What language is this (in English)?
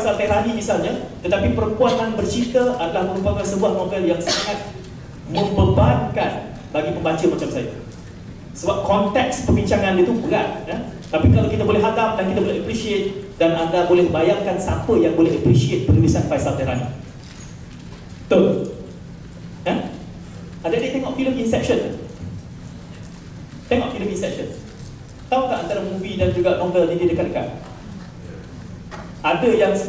Malay